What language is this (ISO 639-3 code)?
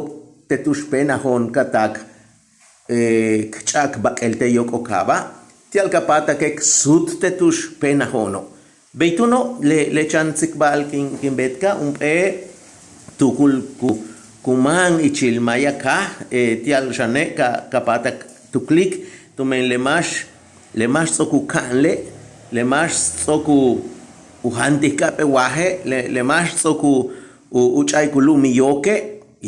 yua